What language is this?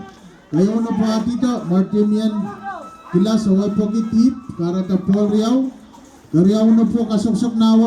Pohnpeian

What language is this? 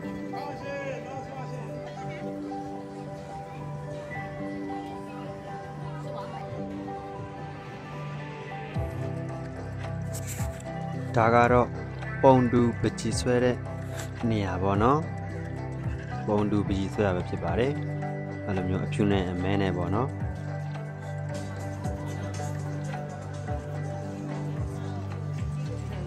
Burmese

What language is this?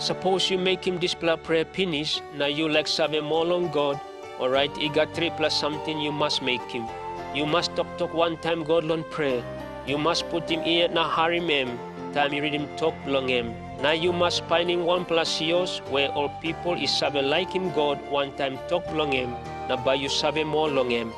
Tok Pisin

